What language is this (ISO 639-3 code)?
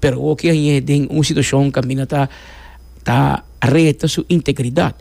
pap